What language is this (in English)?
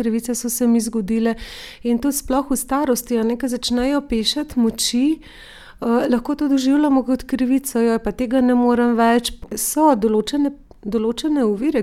Slovenian